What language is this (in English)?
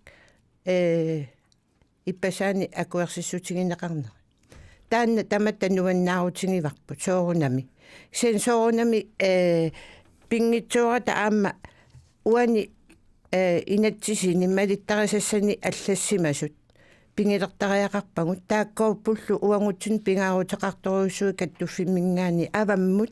Kalaallisut